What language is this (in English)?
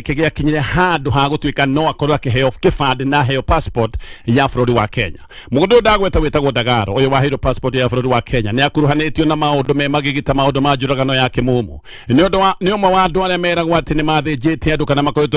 Kikuyu